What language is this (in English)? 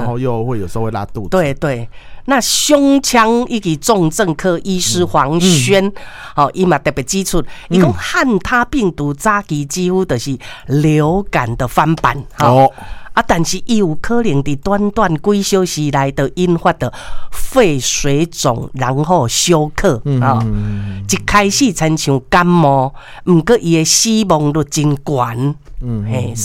Min Nan Chinese